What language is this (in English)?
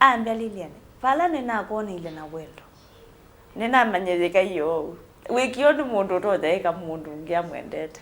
Kamba